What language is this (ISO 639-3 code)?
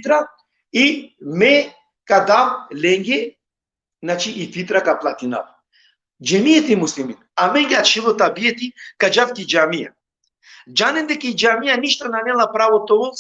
rmn